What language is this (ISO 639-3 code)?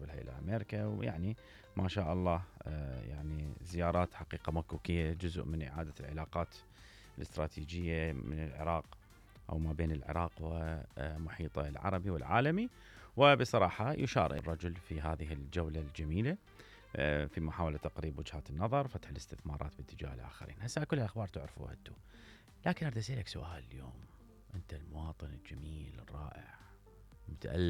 acm